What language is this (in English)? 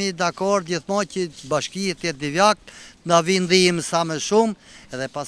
Albanian